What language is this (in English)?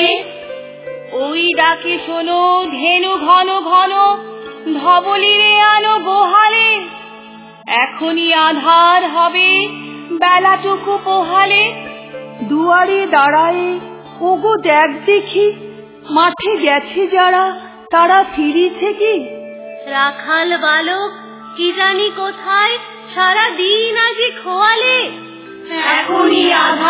Bangla